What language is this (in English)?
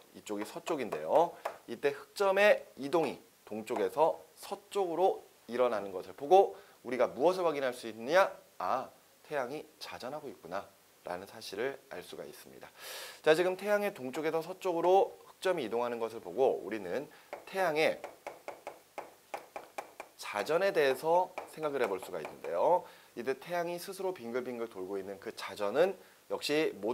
Korean